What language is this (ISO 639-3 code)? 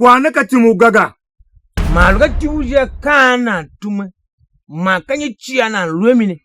tiv